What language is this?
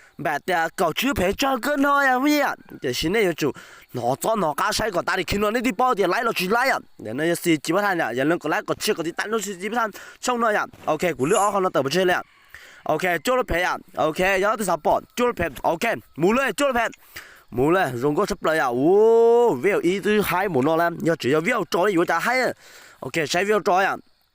Hmong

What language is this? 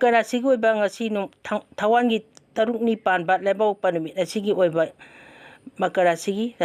Manipuri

